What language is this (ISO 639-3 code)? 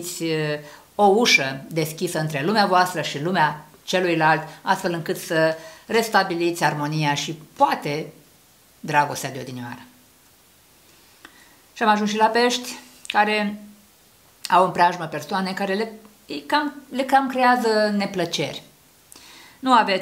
ron